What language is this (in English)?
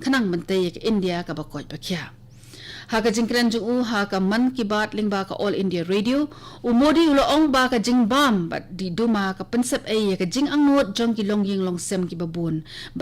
Khasi